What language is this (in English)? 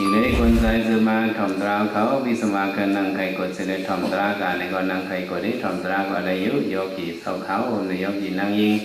Shan